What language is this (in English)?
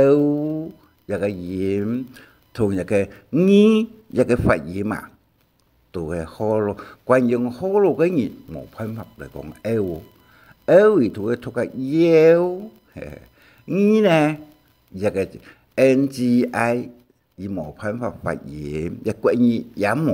Hakka Chinese